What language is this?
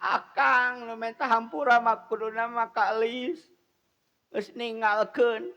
Sundanese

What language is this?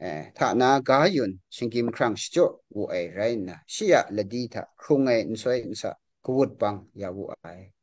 Kachin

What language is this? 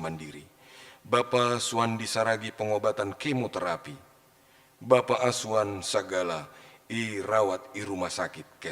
Batak Simalungun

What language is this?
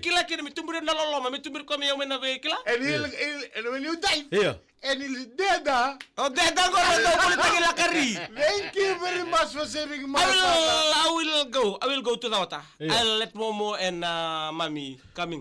Fijian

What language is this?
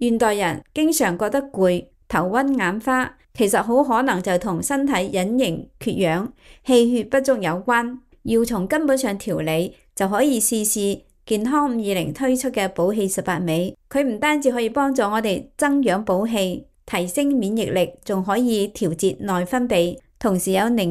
Cantonese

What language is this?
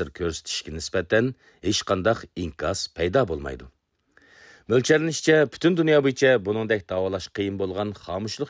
Uyghur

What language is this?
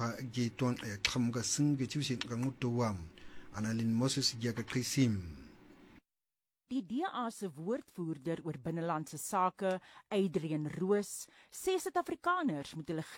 Afrikaans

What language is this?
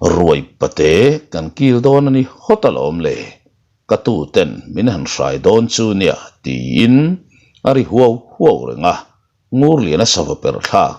Mizo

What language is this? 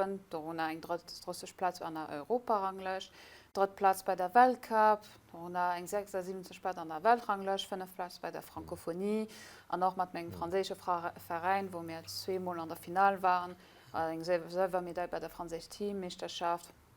Luxembourgish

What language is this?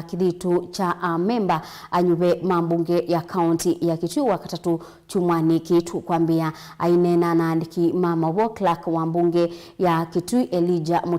Kamba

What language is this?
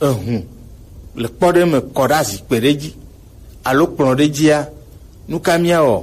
Gen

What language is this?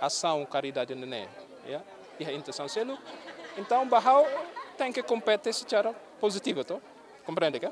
Tetum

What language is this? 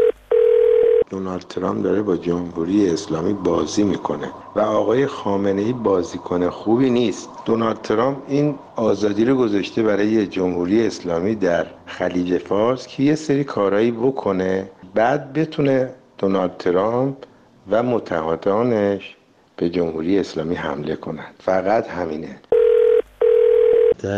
Persian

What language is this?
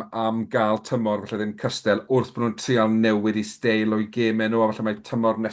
Welsh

